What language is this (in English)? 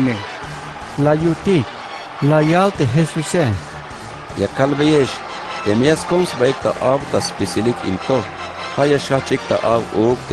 Tzeltal